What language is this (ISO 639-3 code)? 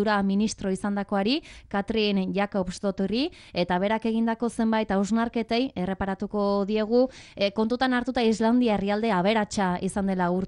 eus